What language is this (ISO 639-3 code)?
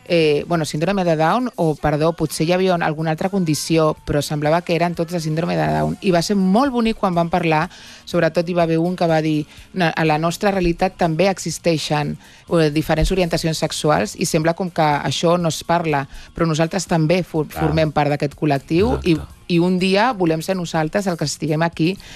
cat